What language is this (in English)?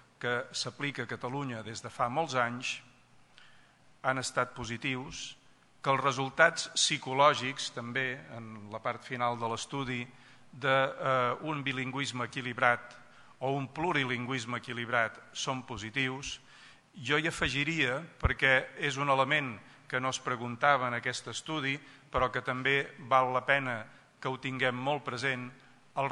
Catalan